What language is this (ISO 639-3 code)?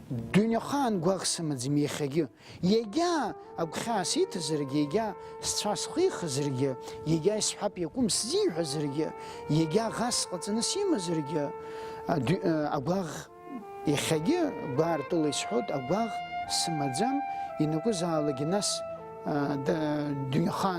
abk